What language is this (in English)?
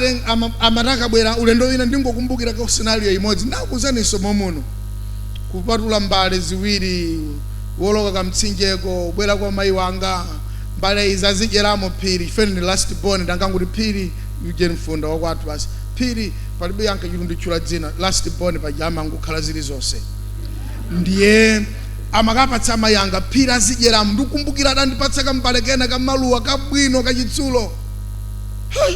Nyanja